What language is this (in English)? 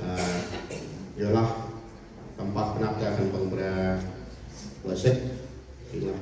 Central Mnong